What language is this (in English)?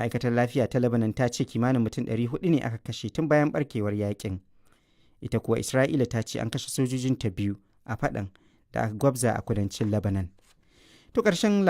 Hausa